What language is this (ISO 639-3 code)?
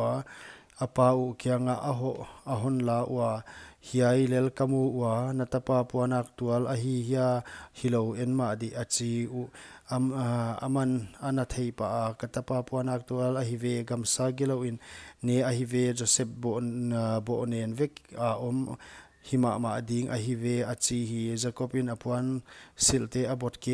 pck